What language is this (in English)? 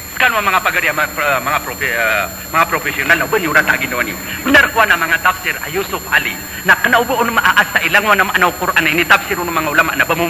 Maranao